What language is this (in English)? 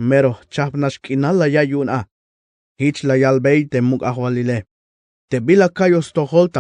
Tzeltal